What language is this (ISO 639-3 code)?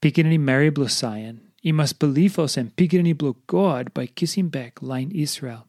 tpi